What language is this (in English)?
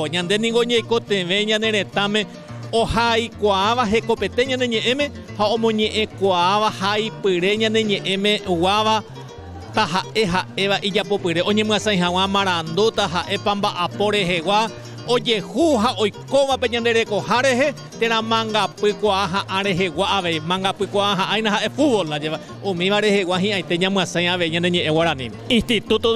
Guarani